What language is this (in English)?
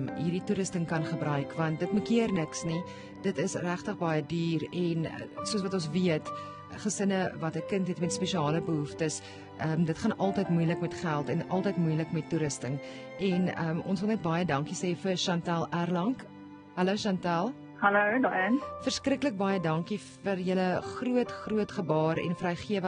Afrikaans